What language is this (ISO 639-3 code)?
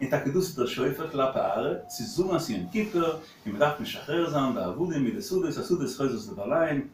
yid